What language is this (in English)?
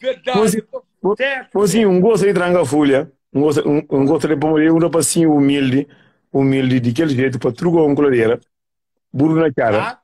Kabuverdianu